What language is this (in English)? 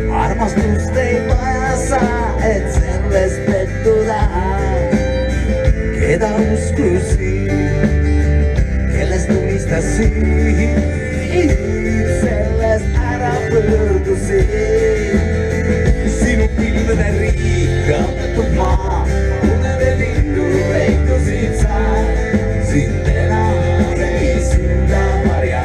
Estonian